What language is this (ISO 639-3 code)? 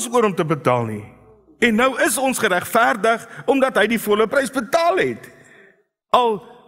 afr